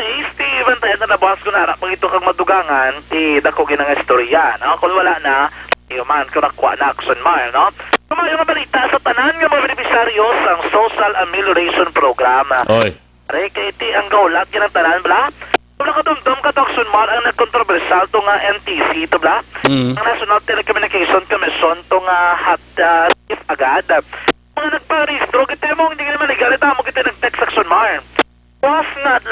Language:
Hiligaynon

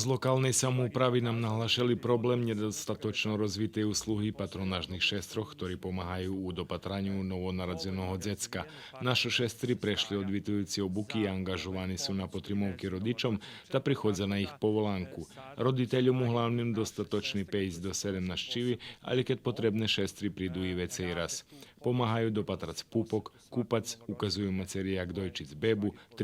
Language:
Rusyn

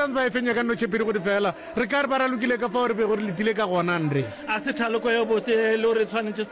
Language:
Northern Sotho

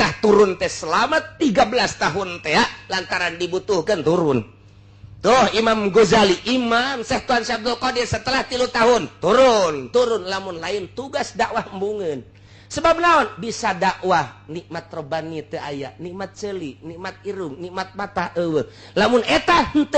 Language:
Sundanese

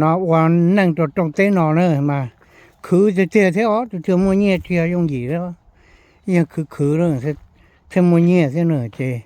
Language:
Hmong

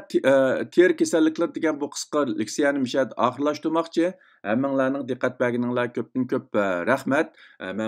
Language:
Uyghur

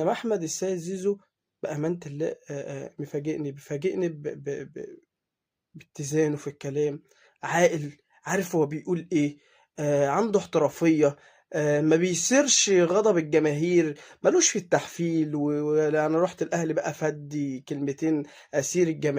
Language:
Egyptian Arabic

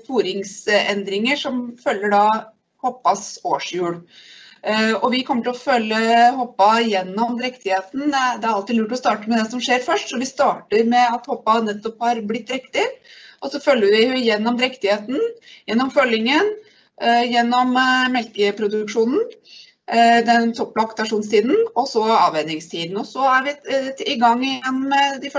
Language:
Norwegian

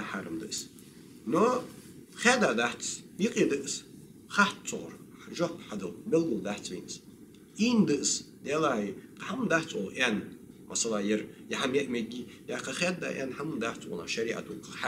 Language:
Ingush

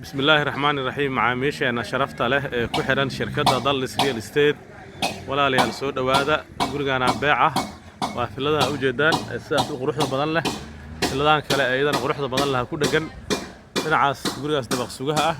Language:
Somali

